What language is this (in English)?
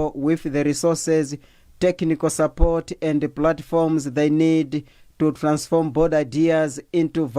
English